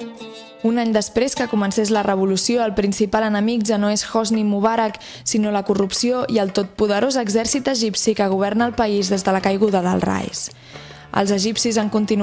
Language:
Catalan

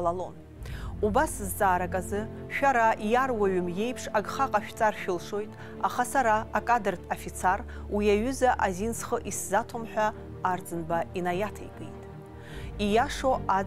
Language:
Abkhazian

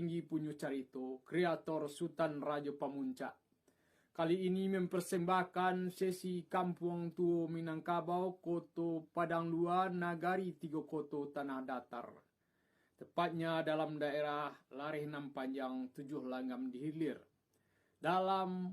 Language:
Minangkabau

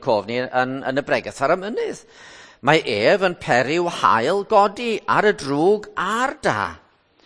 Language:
Welsh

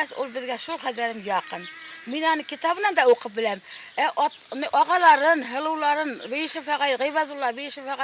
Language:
Bashkir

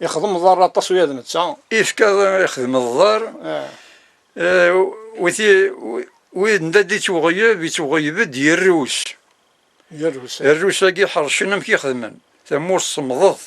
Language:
Kabyle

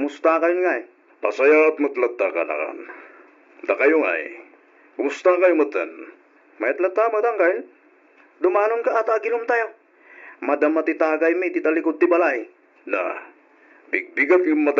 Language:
Iloko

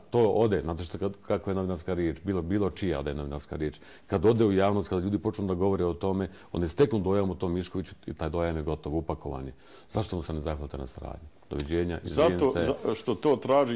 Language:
Bosnian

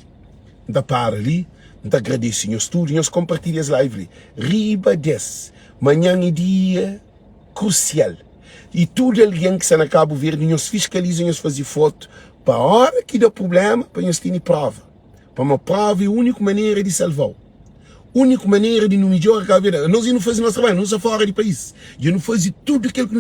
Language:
Kabuverdianu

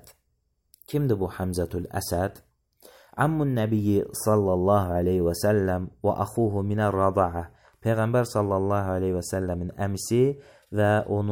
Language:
Azerbaijani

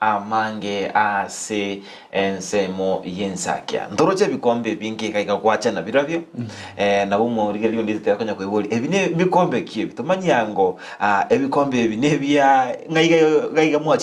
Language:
Gusii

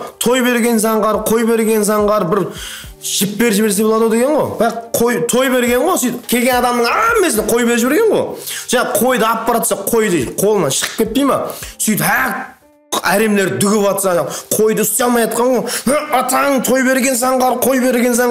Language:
Kara-Kalpak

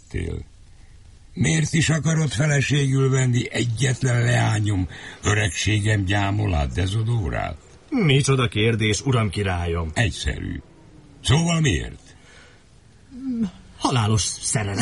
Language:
Hungarian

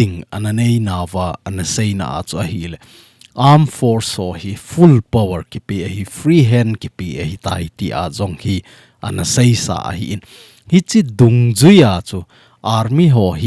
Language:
Thado Chin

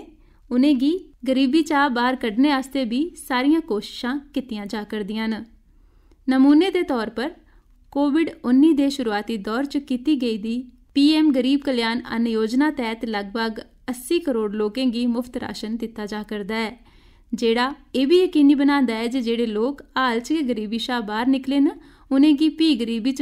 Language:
Dogri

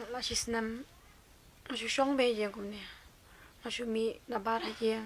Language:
Khasi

